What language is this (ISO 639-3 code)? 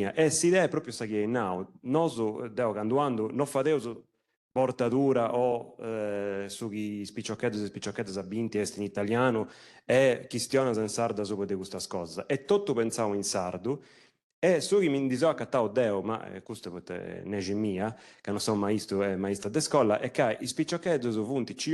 srd